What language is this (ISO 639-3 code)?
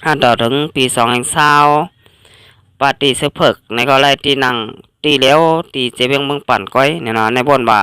shn